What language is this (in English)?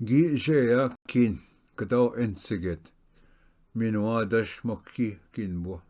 Ojibwa